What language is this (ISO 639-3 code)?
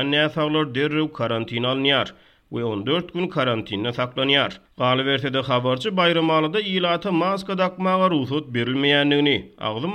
tuk